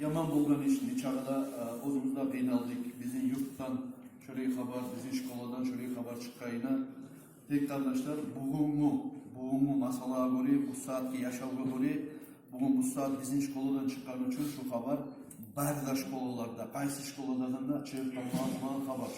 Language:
Kumyk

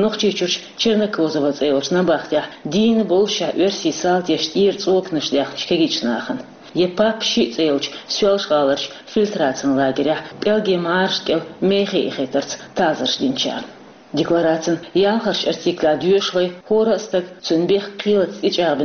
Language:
Chechen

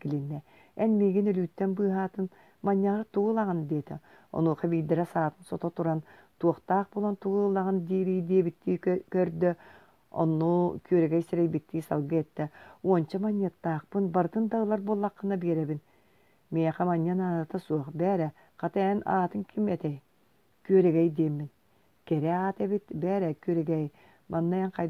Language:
Yakut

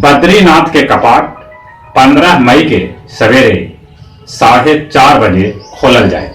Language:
Magahi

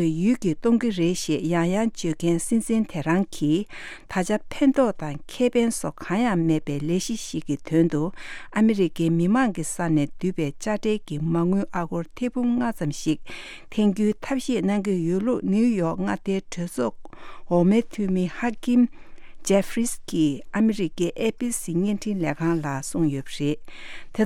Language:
Tibetan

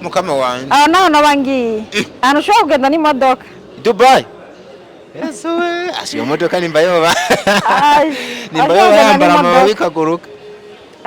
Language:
Rundi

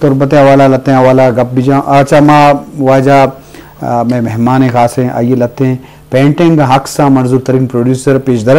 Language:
Eastern Balochi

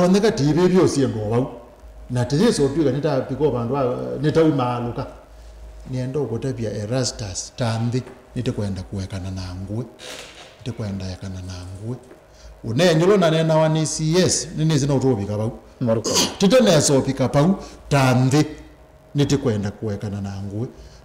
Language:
Kamba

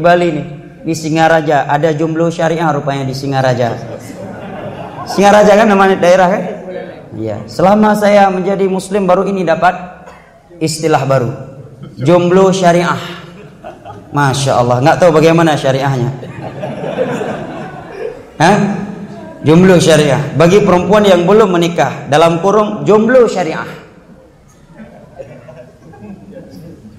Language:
Indonesian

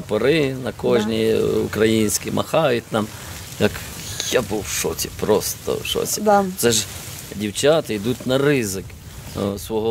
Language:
Ukrainian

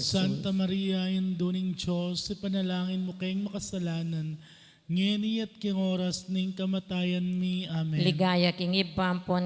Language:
Pampanga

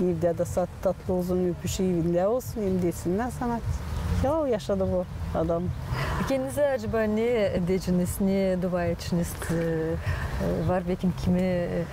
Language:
Gagauz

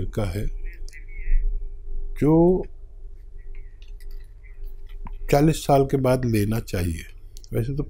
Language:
Hindi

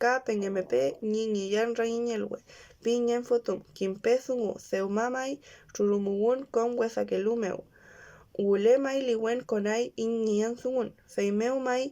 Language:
Mapuche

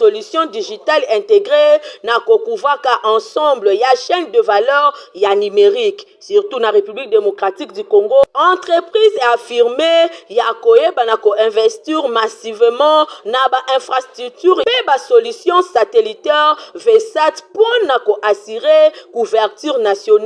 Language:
Lingala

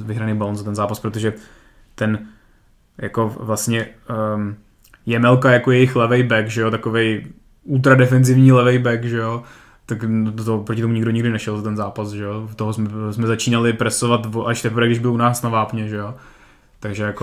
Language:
Czech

